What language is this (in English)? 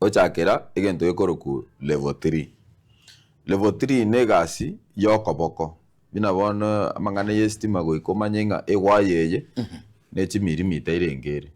Gusii